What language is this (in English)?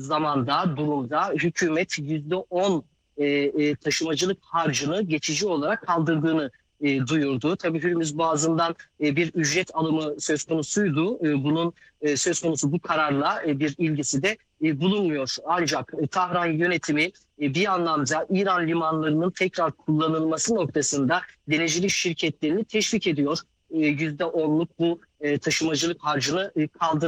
Turkish